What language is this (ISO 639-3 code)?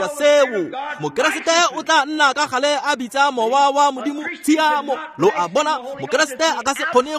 tsn